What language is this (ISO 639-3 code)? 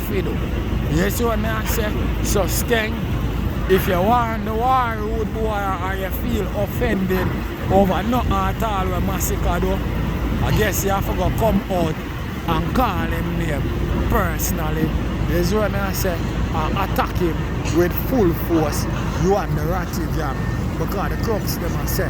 jam